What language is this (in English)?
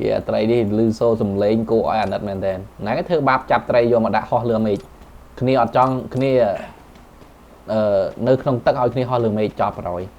Khmer